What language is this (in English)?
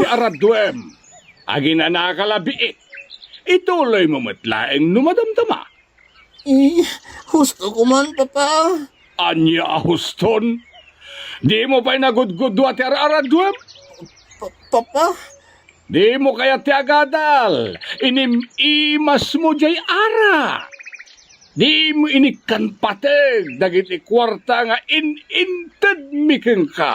Iloko